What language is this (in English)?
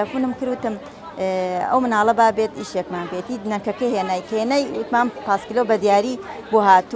Central Kurdish